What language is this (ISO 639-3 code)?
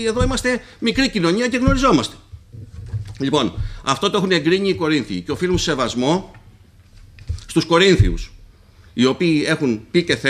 ell